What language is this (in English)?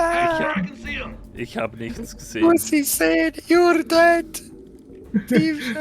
Swiss German